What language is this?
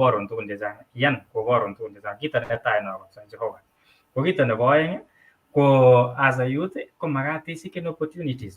Kalenjin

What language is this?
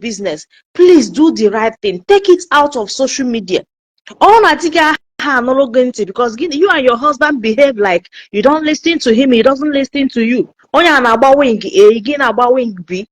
Igbo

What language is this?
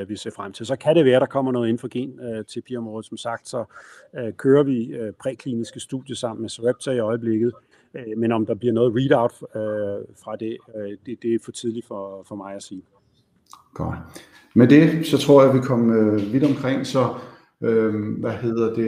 Danish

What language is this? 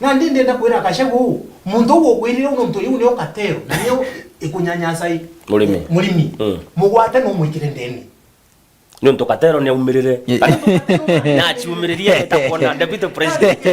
Meru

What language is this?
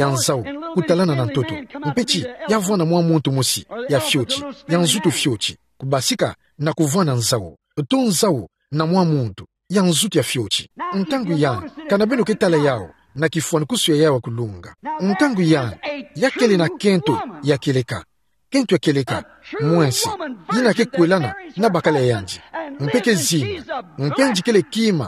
Kituba (Democratic Republic of Congo)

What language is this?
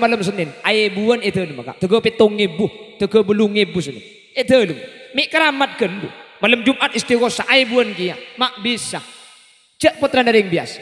Madurese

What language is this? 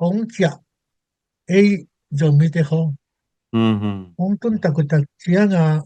Tedim Chin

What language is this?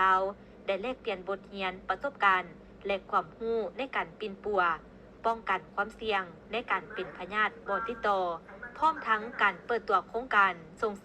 Lao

